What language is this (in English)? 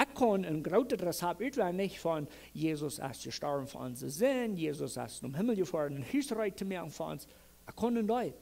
Plautdietsch